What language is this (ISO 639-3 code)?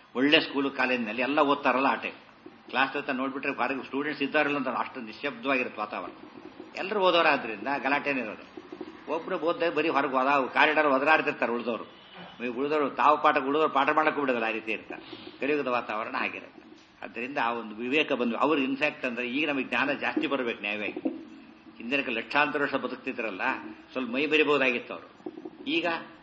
kan